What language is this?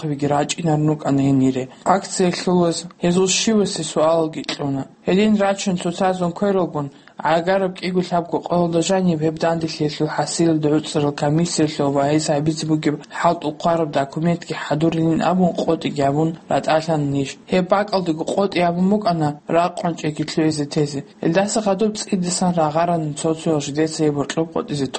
Avaric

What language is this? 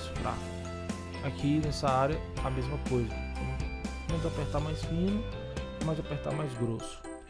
Portuguese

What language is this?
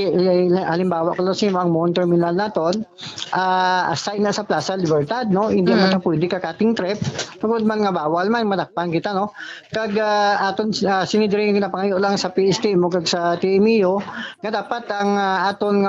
Hiligaynon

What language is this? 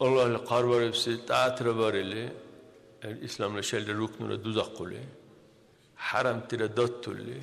Dargwa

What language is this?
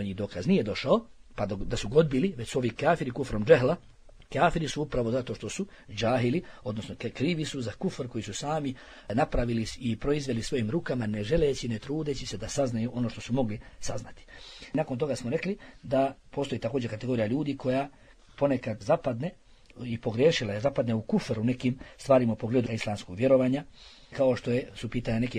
Bosnian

